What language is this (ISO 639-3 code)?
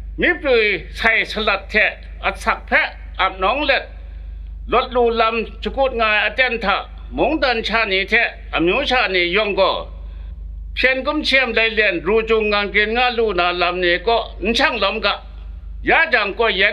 kac